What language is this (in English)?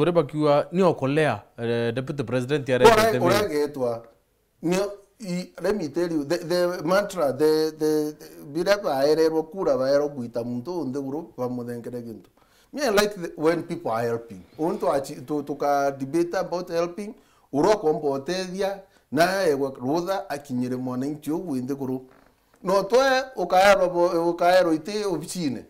Meru